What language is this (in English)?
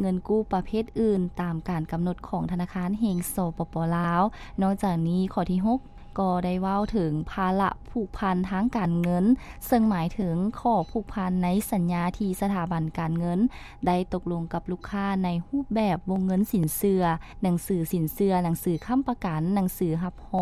Lao